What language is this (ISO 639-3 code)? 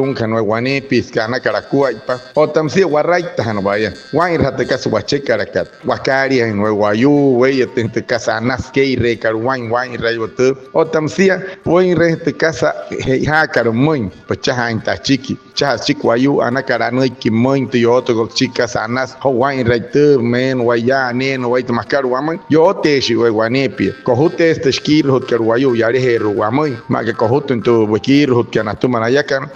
guc